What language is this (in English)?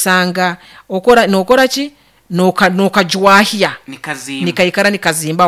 Nyankole